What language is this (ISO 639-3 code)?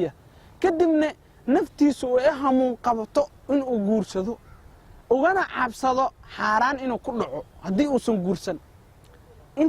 som